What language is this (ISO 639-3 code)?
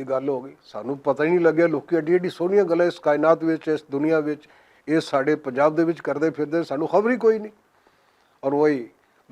lah